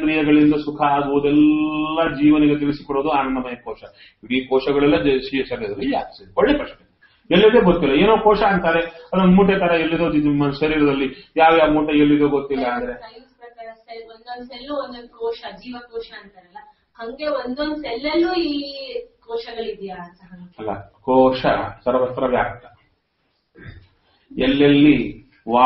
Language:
Kannada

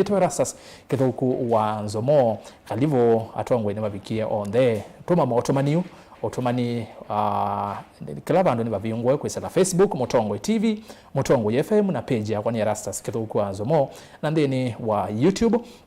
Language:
Kamba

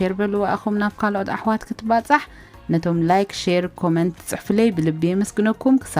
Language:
Tigrinya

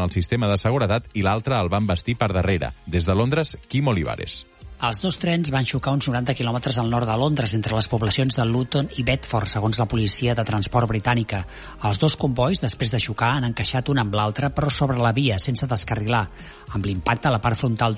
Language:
Catalan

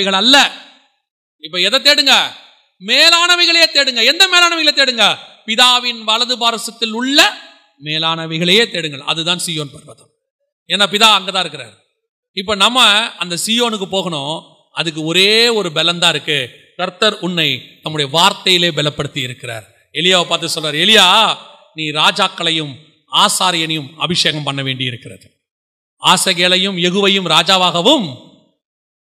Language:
Tamil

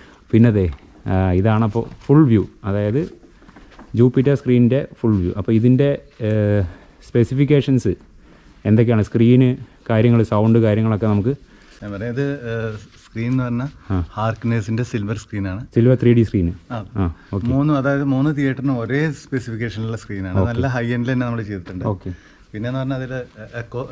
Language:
Malayalam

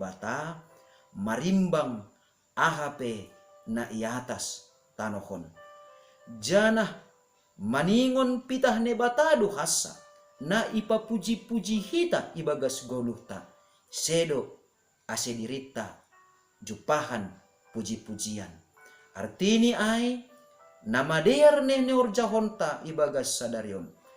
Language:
Batak Simalungun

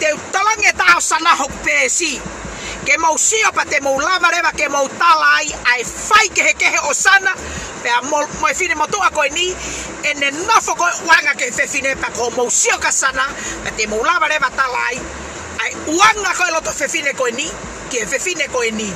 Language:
Tongan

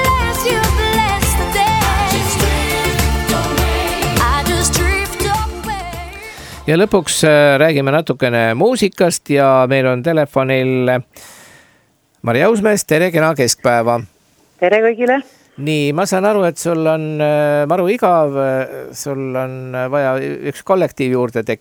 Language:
Estonian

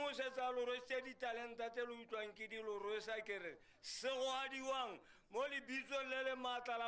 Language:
Tswana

